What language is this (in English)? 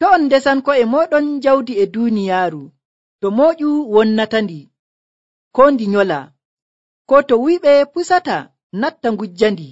Nigerian Fulfulde